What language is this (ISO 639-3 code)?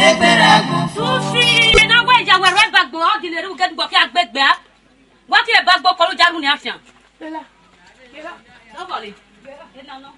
ish